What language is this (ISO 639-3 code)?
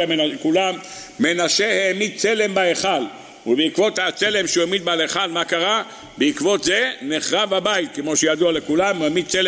heb